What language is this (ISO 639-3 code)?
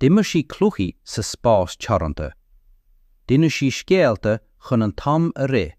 gle